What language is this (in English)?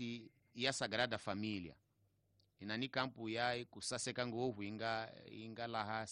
Tsonga